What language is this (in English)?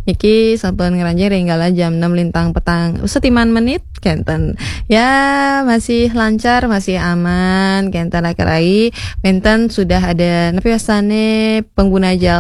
Balinese